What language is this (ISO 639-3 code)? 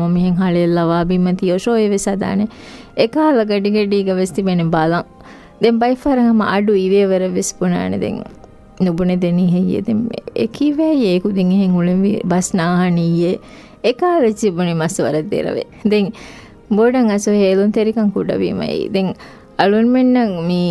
div